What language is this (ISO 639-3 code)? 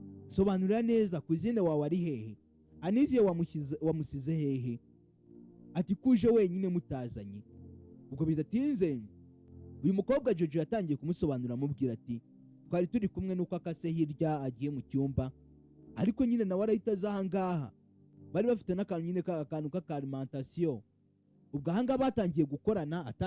kin